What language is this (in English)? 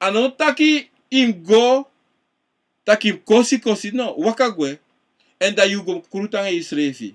Sranan Tongo